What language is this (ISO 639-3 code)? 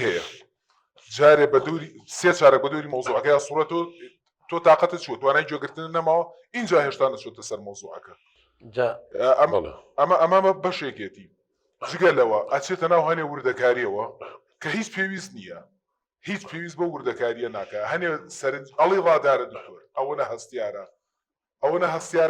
ckb